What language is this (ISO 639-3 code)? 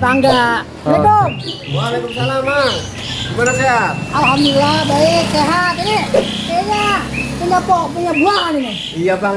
bew